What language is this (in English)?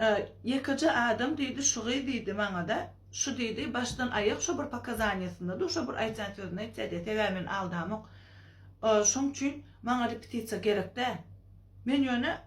Turkmen